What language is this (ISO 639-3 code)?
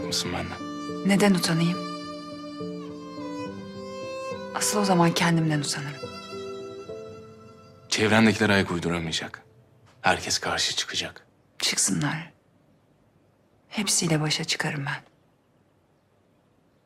tur